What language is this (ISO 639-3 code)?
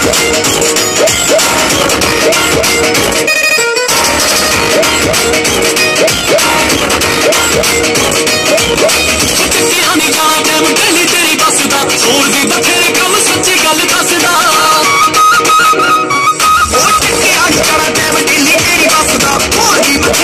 pan